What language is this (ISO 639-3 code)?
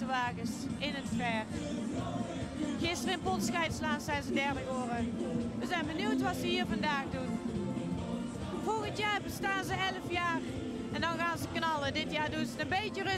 nld